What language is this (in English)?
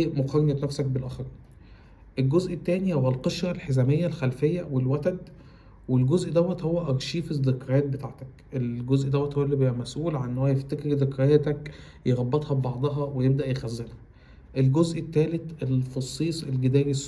Egyptian Arabic